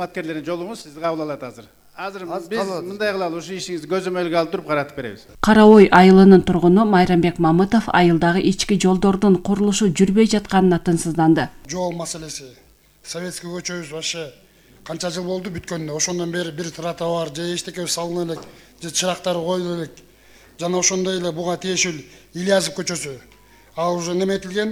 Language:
Kyrgyz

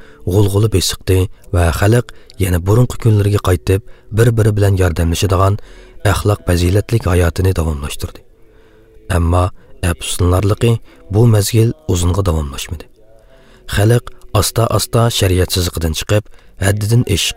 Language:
Uyghur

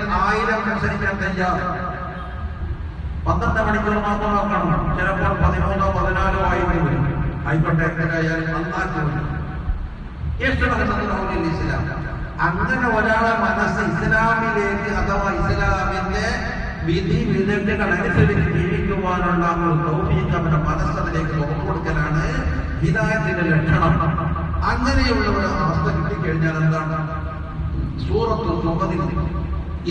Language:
Malayalam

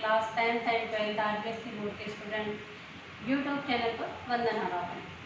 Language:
Hindi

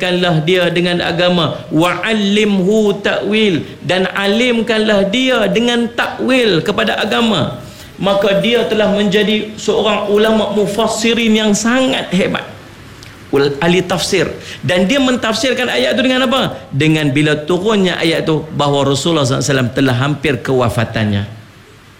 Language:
Malay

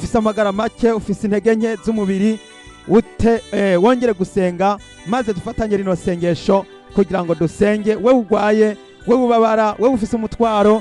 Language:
Rundi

